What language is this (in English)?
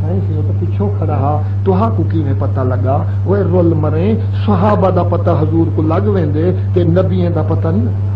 Saraiki